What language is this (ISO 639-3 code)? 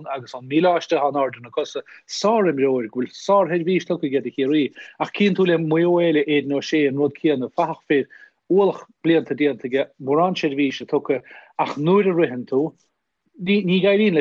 gle